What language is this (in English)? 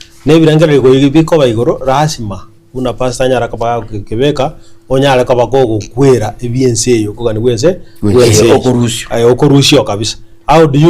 Gusii